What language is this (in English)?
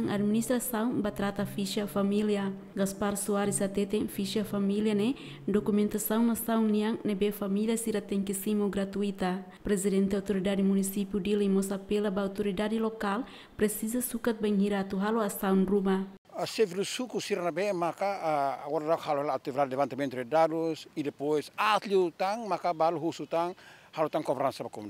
Tetum